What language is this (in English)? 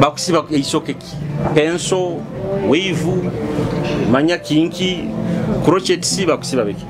Nyoro